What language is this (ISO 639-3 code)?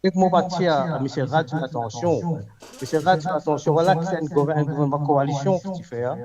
mfe